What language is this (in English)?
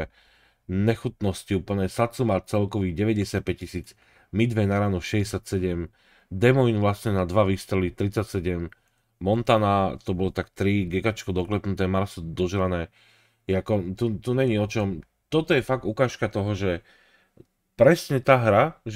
Slovak